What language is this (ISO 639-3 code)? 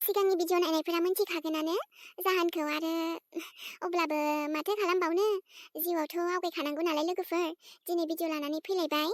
brx